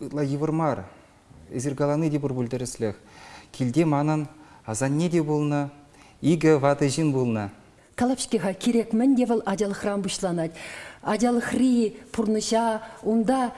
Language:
Chuvash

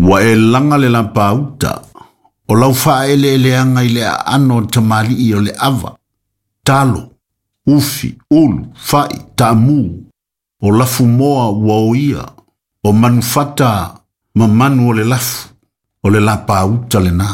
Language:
Samoan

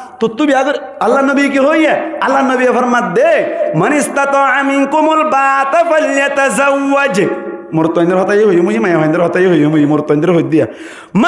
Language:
Rohingya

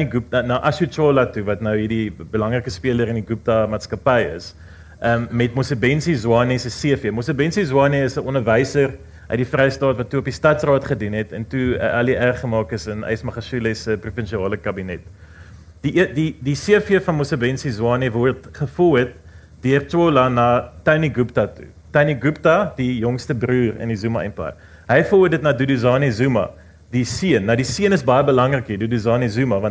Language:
Afrikaans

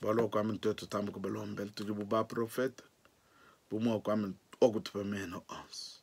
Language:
Luba-Lulua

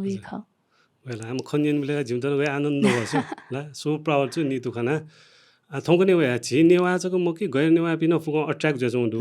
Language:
Newari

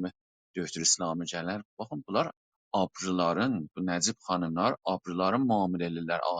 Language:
South Azerbaijani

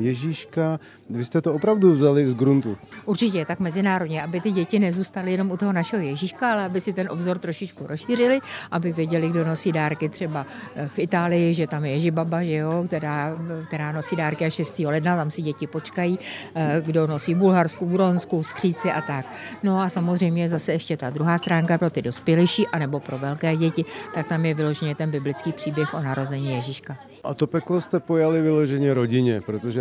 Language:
Czech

